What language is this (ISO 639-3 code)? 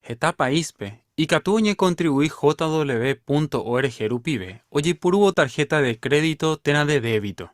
grn